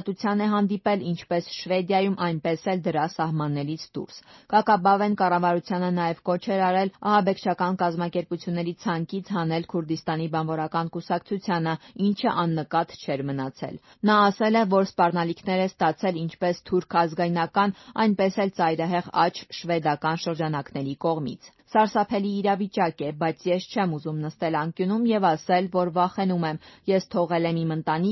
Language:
Armenian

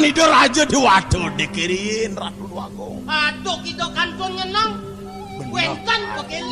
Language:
Balinese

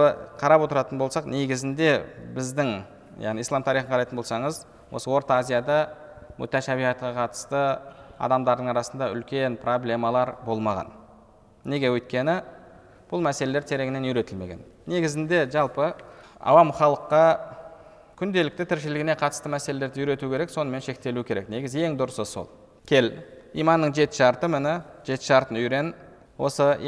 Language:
Kazakh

